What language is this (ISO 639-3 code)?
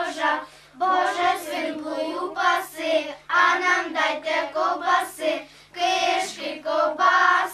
ukr